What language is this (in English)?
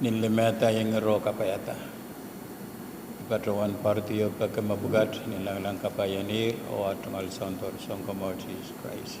Pohnpeian